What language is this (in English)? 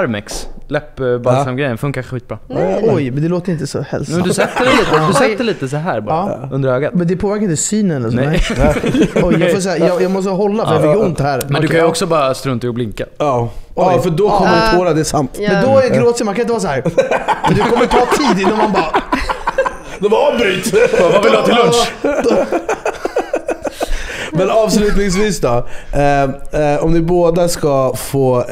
Swedish